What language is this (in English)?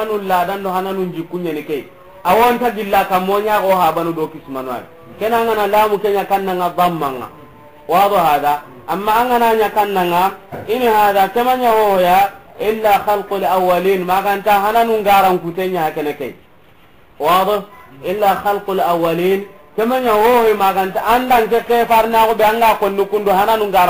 Soninke